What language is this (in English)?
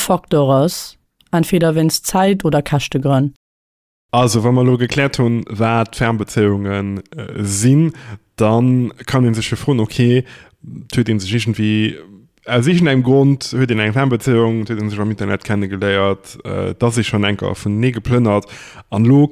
Luxembourgish